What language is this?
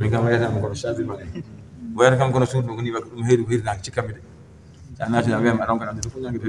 Fula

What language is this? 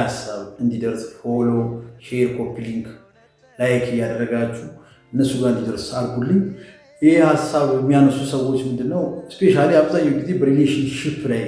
Amharic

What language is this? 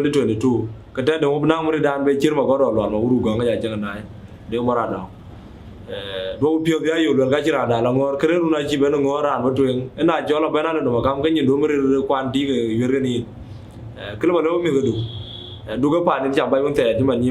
Dinka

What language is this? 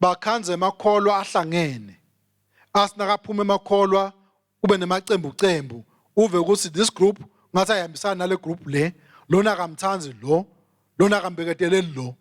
Swati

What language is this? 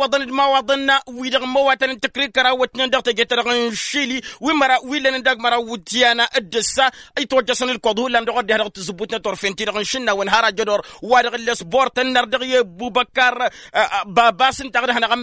Tamasheq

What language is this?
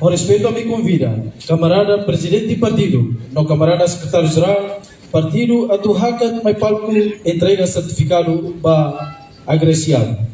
Tetum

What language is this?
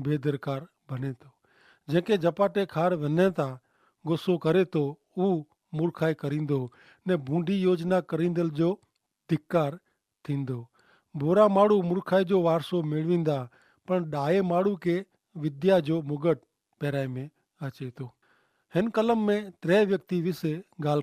Kachhi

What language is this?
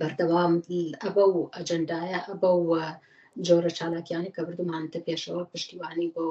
Central Kurdish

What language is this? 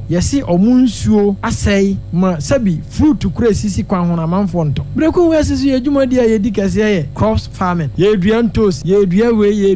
Akan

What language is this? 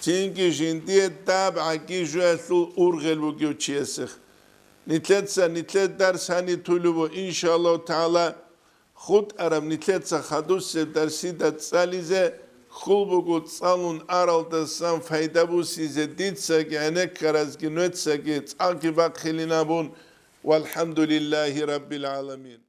Avaric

